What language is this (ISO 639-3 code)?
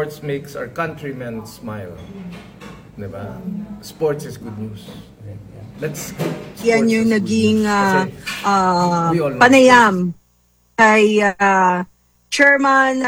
fil